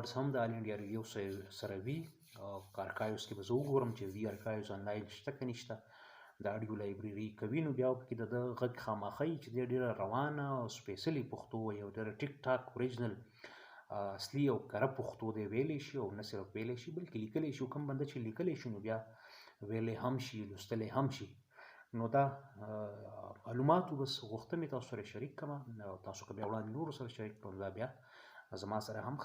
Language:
Pashto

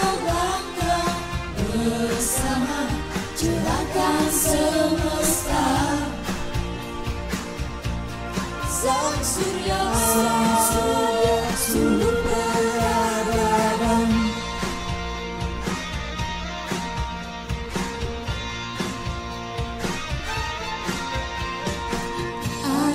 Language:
Indonesian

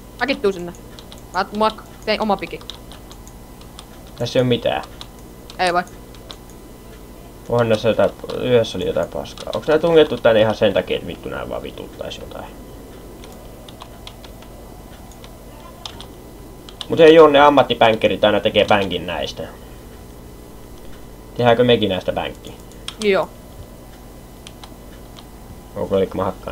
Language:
Finnish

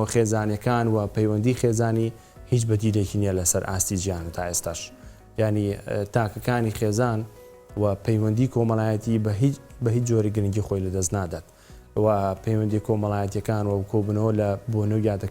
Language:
Central Kurdish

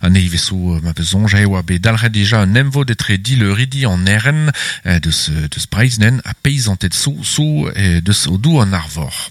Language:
Breton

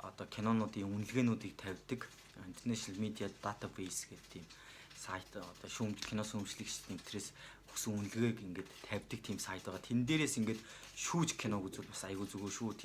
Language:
Mongolian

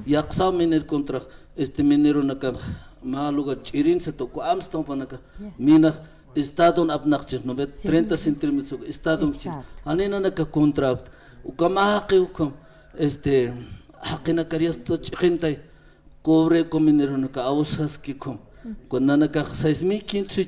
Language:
Aymara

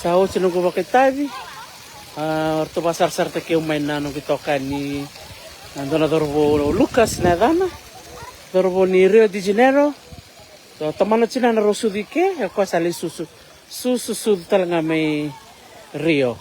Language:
Fijian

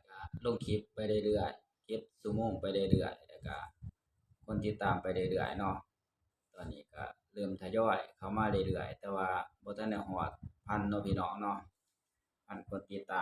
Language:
Northeastern Thai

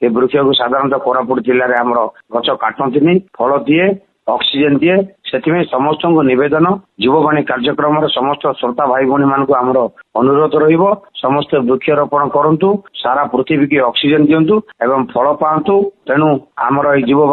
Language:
Odia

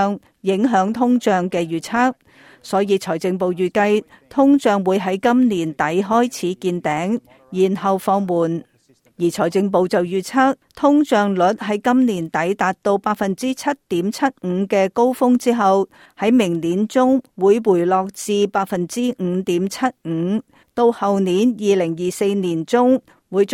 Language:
Cantonese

